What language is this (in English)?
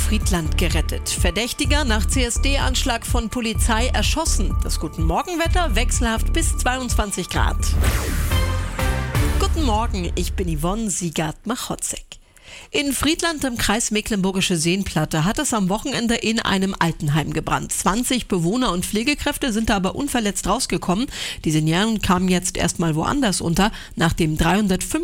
German